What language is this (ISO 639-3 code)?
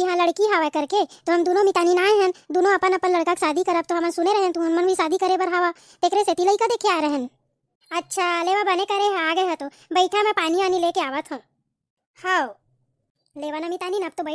hne